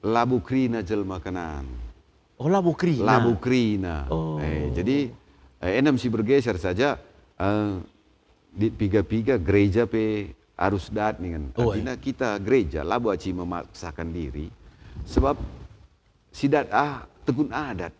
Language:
Batak Karo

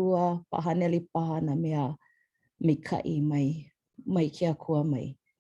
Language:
Hawaiian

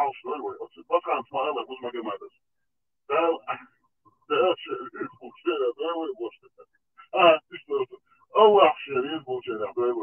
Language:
Chechen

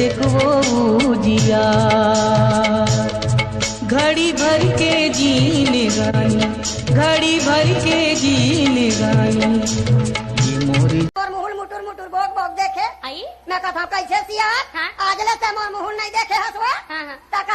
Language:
Chhattisgarhi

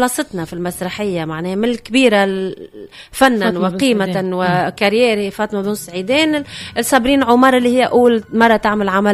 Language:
Tunisian Arabic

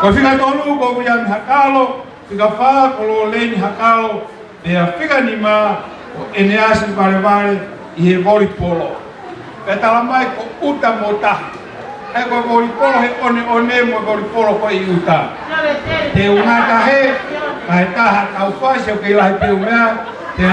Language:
Tongan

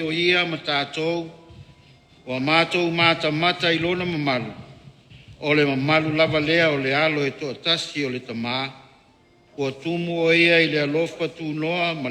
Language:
Samoan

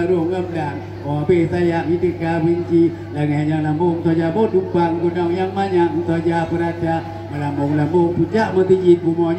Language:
Achinese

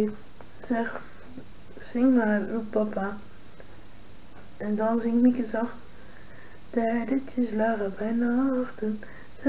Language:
Dutch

